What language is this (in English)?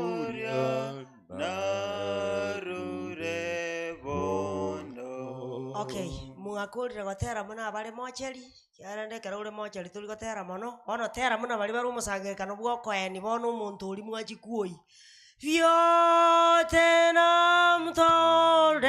Gusii